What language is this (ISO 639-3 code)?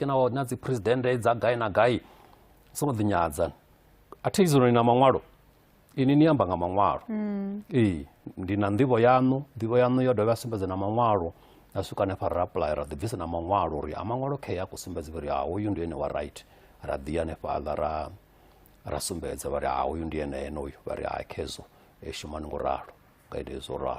ven